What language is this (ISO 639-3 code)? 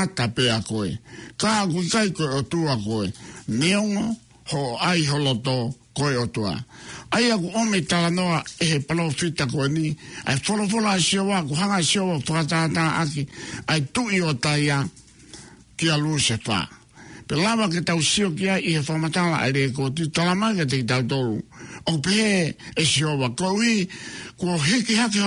ton